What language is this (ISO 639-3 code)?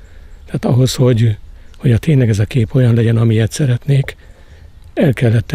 hun